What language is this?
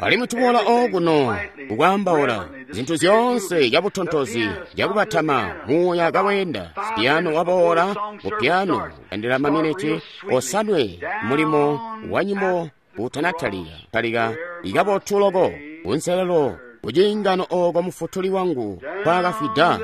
Tonga (Zambia)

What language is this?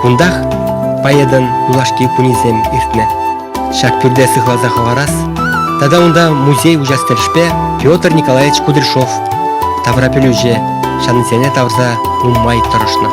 Chuvash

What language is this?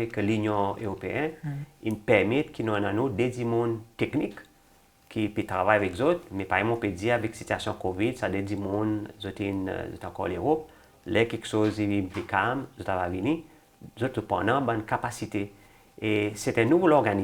Seselwa Creole French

